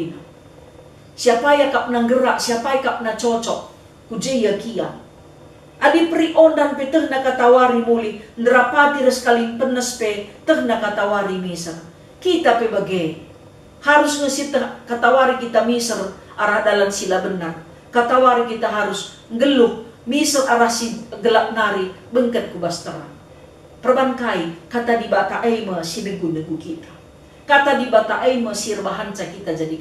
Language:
Batak Karo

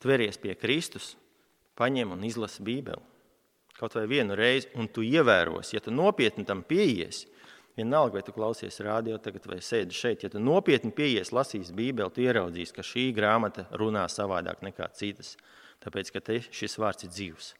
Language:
Latvian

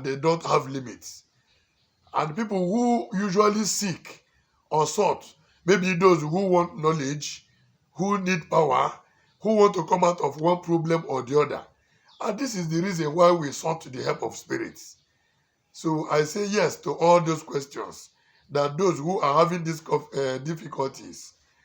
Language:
Igbo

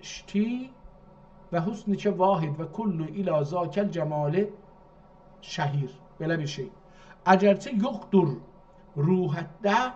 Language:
South Azerbaijani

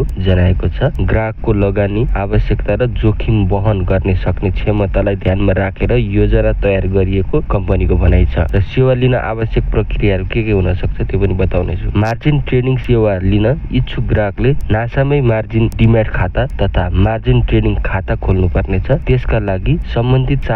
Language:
Nepali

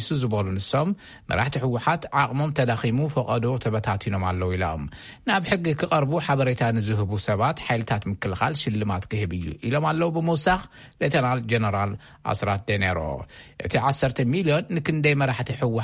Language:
Tigrinya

